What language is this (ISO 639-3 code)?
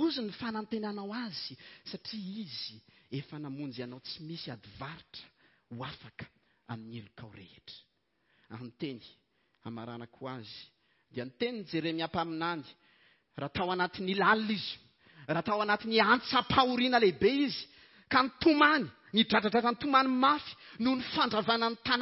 mlg